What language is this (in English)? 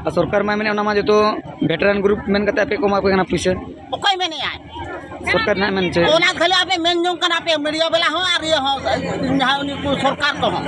Santali